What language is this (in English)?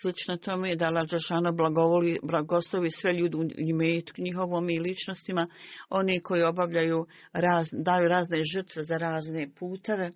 Bosnian